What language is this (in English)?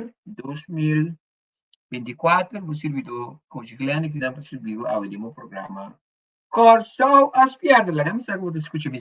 Papiamento